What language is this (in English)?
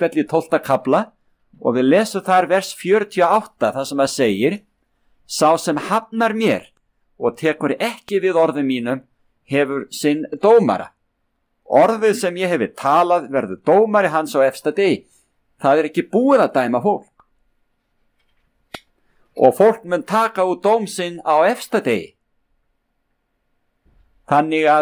Icelandic